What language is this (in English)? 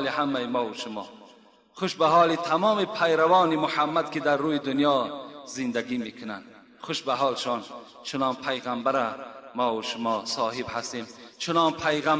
Tajik